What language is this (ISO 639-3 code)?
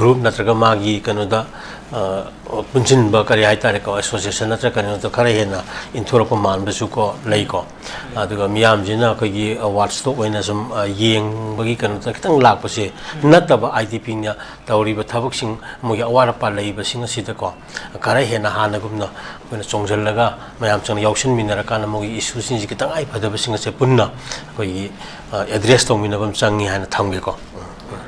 mni